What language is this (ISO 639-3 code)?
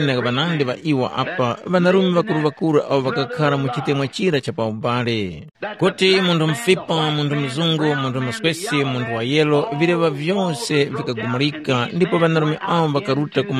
tum